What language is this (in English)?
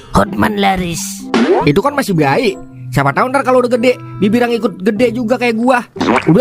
Betawi